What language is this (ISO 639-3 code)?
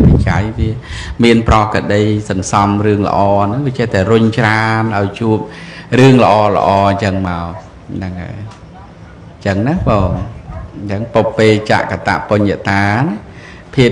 khm